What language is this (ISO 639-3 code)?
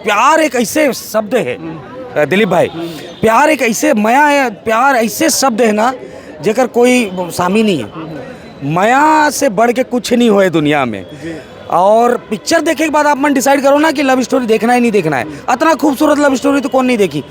hne